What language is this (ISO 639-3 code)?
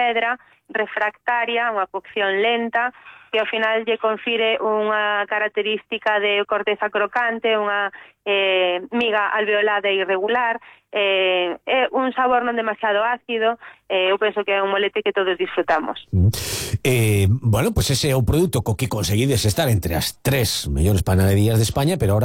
glg